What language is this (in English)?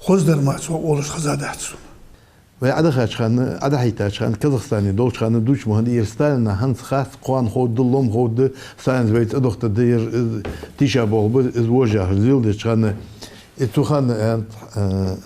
Ingush